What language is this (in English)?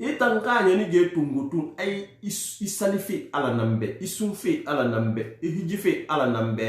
Susu